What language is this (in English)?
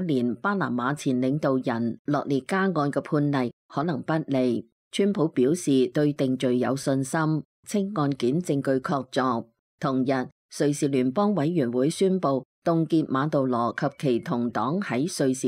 Cantonese